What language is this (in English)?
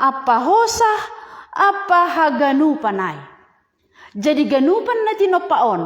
Batak Simalungun